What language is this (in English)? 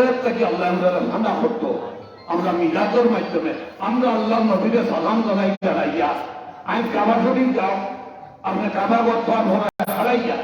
Sylheti